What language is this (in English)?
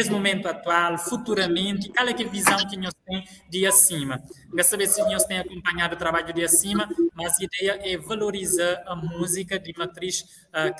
Kabuverdianu